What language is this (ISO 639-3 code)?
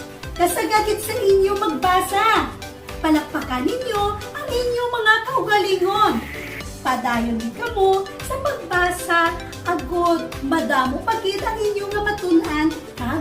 hil